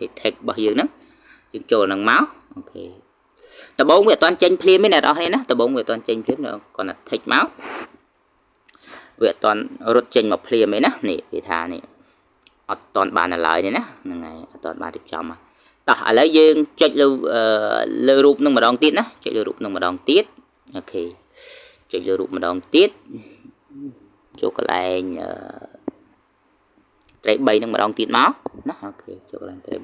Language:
Khmer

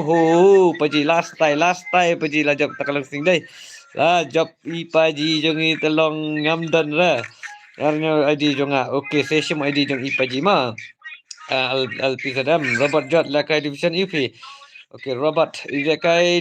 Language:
Khasi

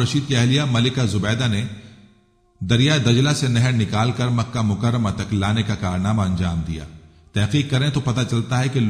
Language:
Urdu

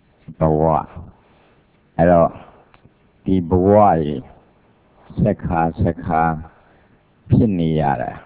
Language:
Burmese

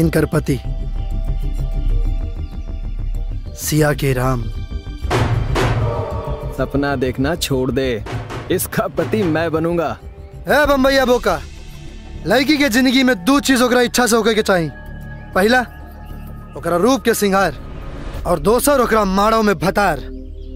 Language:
Bhojpuri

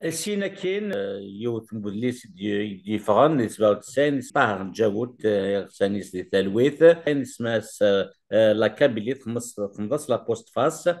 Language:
Kabyle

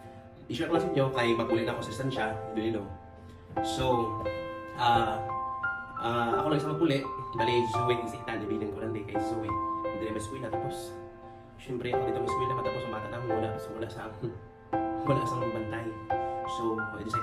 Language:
Hiligaynon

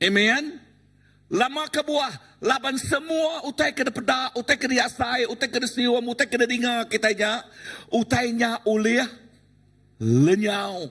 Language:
Iban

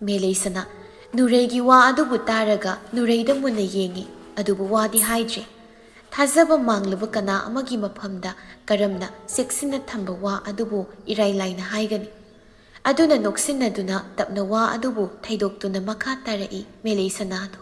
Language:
Manipuri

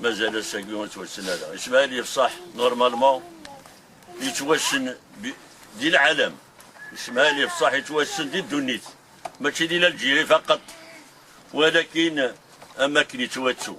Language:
Kabyle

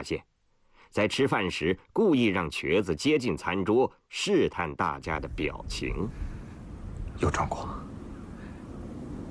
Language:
Chinese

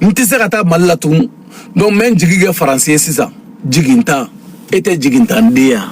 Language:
Bambara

